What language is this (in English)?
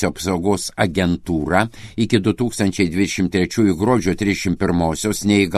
Lithuanian